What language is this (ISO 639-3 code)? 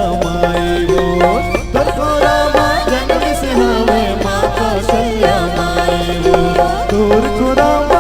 hne